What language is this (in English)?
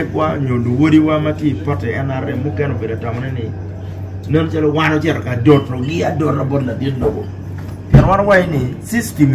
Acoli